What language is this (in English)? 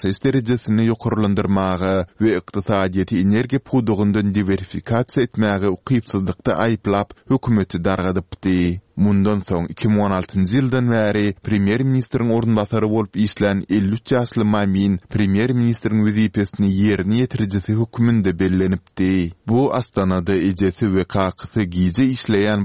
Turkmen